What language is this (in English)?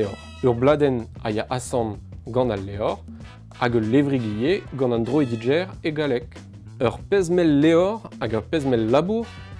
Breton